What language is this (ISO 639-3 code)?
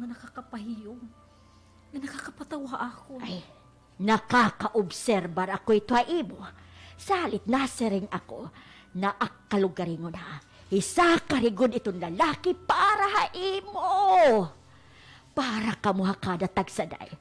war